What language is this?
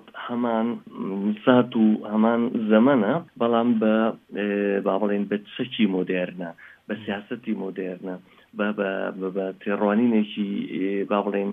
Central Kurdish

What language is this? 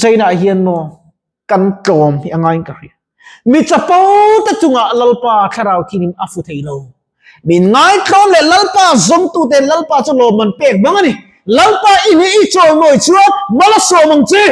Mizo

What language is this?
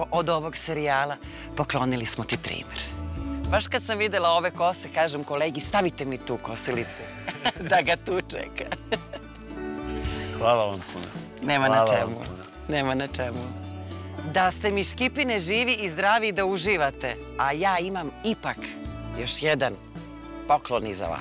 Serbian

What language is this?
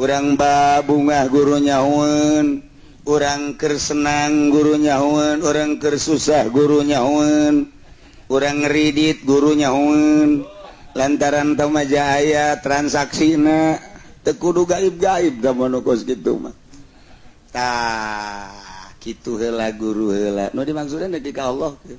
Sundanese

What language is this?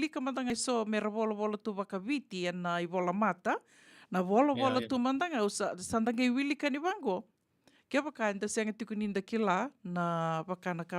Fijian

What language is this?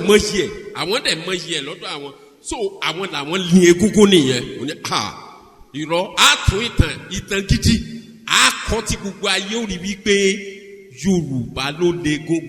Yoruba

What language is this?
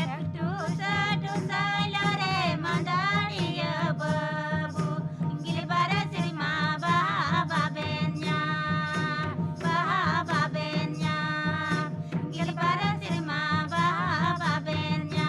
Santali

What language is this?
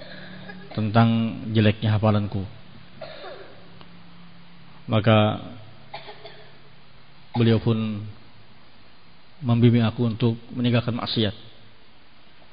Indonesian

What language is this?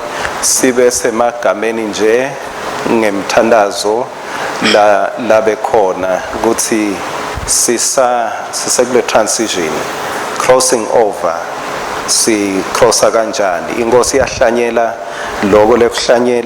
Swati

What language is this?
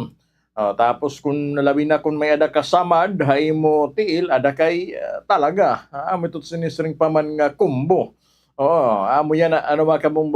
Waray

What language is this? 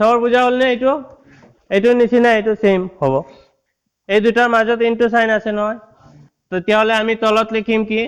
Assamese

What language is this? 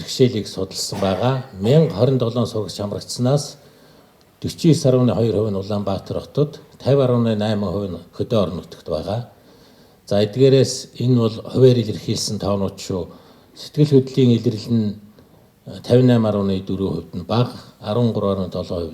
Mongolian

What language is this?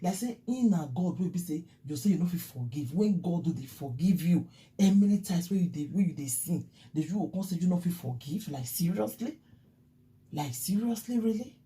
Nigerian Pidgin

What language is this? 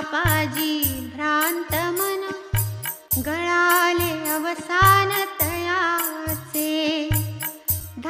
Marathi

